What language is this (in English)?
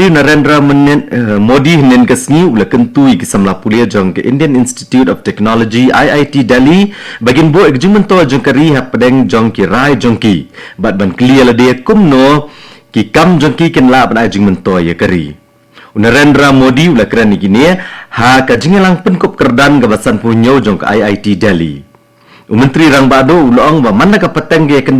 Khasi